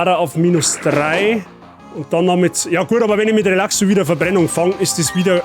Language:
Bavarian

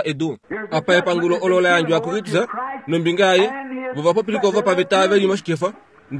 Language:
Kuanyama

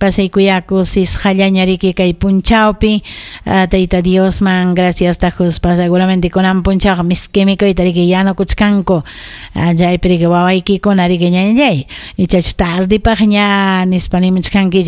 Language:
Ayacucho Quechua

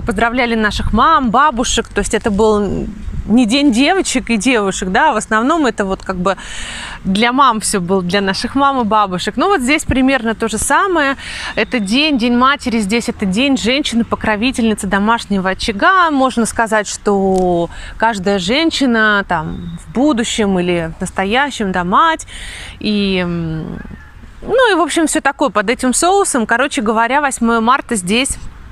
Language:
Russian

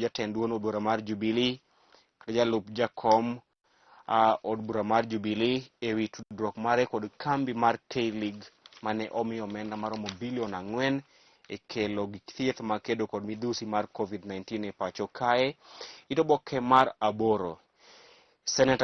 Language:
Luo (Kenya and Tanzania)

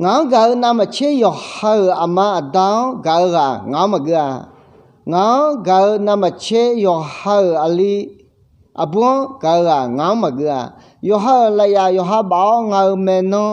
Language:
Akha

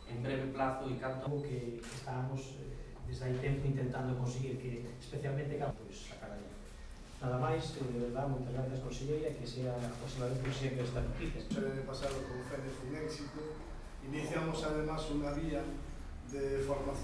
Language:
Galician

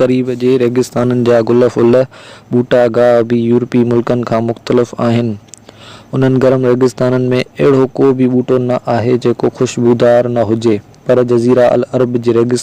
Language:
Sindhi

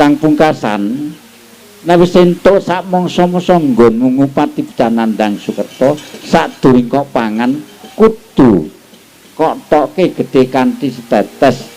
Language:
Javanese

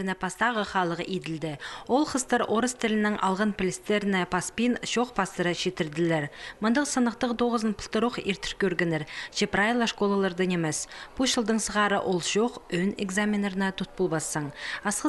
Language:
Khakas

